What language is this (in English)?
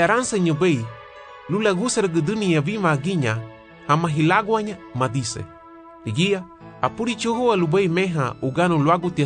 Garifuna